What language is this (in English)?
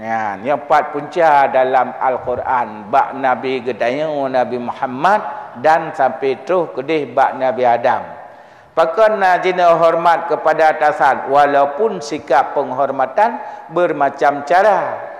Achinese